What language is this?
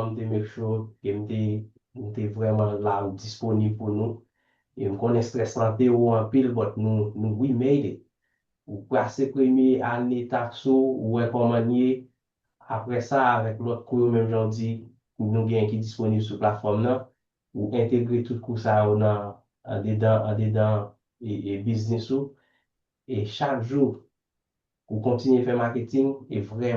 Haitian Creole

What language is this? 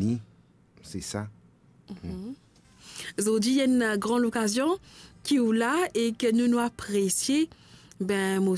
Morisyen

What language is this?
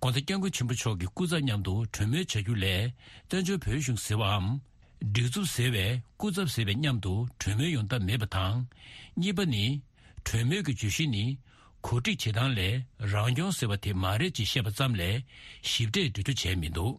Tibetan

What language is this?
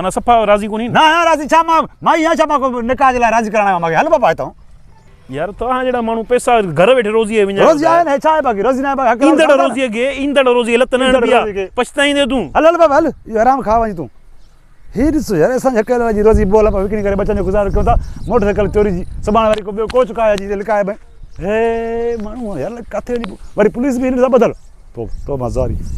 Sindhi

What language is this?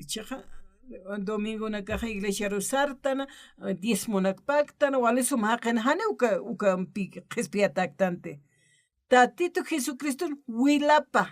Aymara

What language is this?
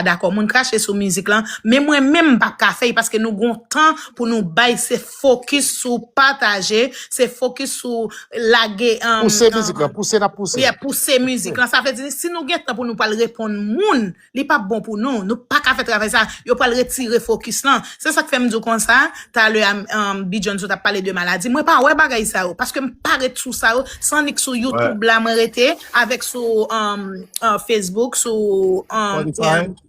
Haitian Creole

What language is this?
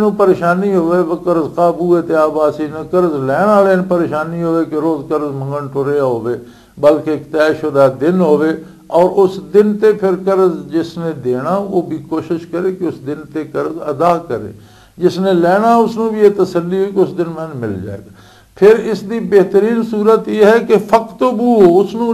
Western Panjabi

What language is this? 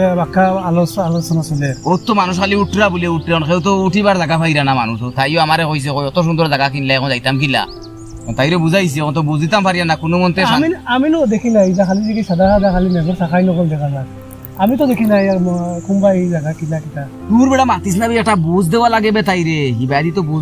Sylheti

